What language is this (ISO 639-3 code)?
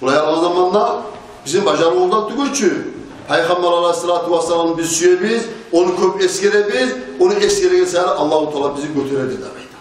kum